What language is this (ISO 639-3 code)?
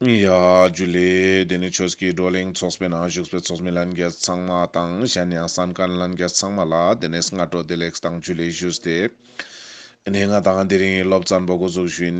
lbj